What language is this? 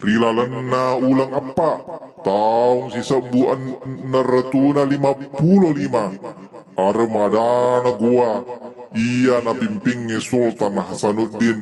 Buginese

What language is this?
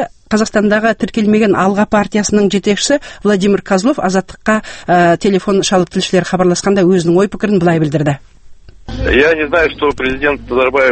Kazakh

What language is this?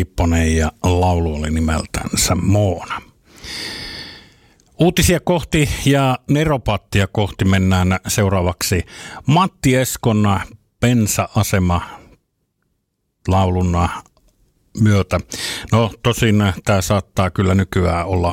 Finnish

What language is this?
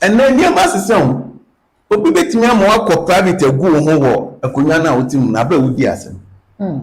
Akan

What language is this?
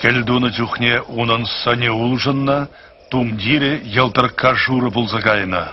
Chuvash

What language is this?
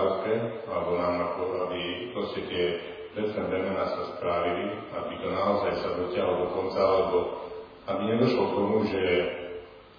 Slovak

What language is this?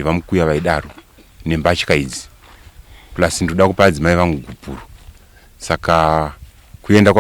Shona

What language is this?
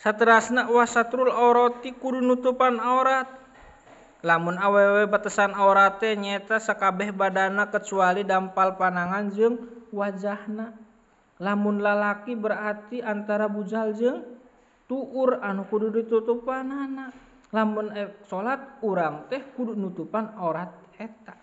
Sundanese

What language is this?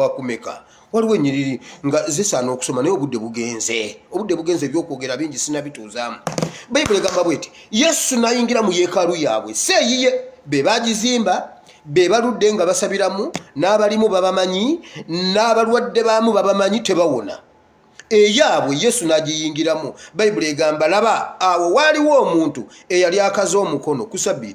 Ganda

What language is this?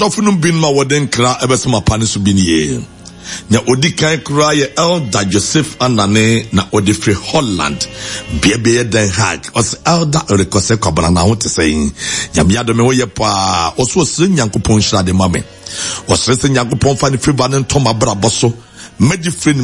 Akan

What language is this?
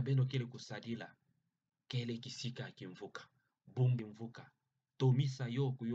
Kituba (Democratic Republic of Congo)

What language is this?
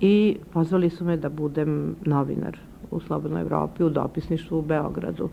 Serbian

